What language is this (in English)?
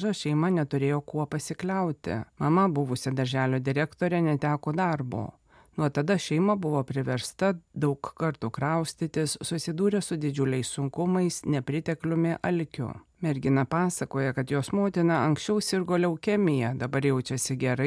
Lithuanian